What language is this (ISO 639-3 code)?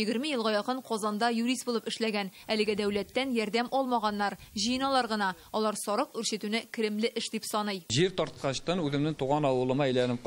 tat